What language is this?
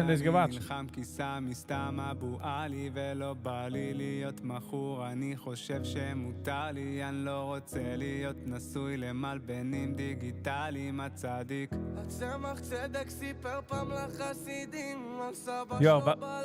Yiddish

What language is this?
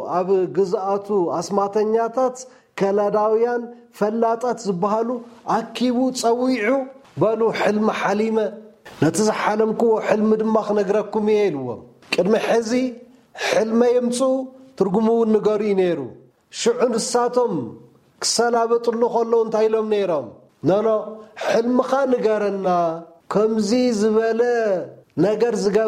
Tigrinya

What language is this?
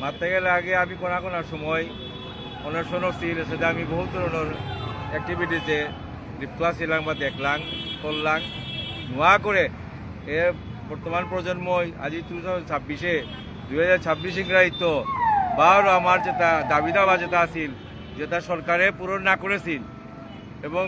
Bishnupriya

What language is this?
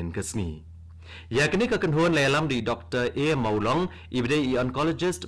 Khasi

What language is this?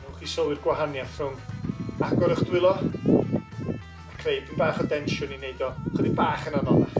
Welsh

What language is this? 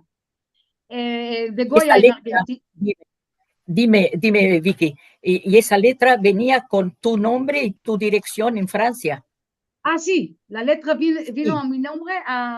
Ladino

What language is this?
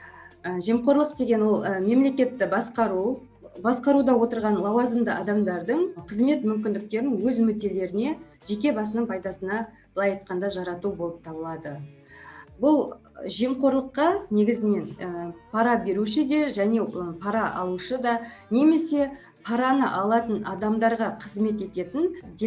Kazakh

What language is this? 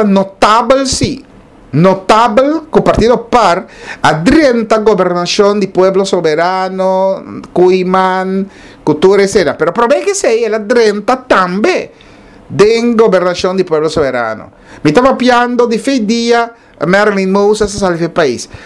Papiamento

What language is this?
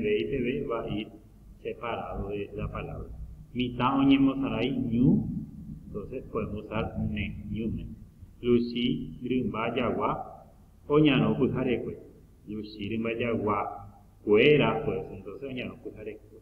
Guarani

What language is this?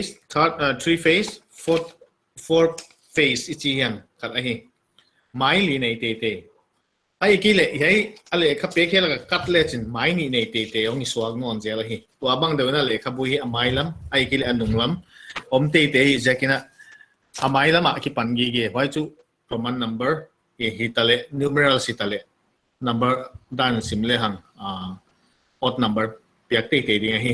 Paite Chin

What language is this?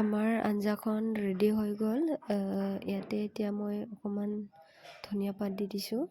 Assamese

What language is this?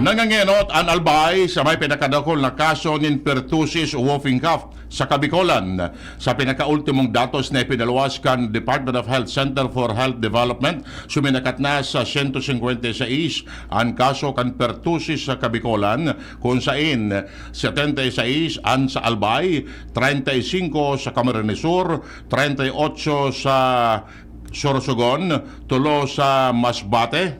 Bikol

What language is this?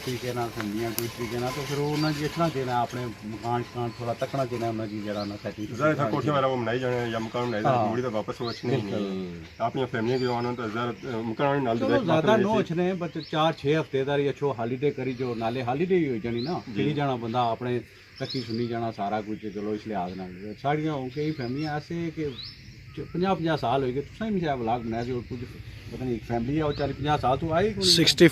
Pahari-Potwari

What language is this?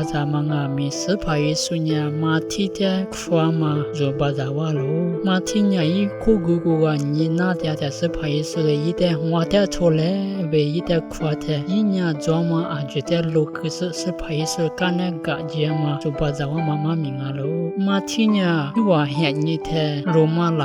Lisu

